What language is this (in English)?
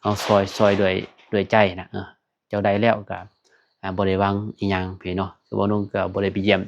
Lao